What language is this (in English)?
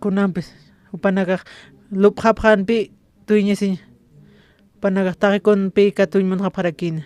Aymara